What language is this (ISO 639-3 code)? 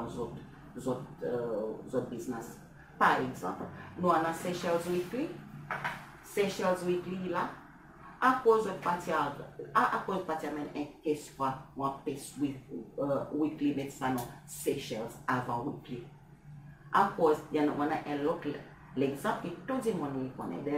crs